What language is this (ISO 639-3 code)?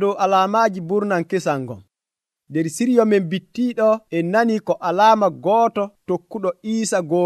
fuv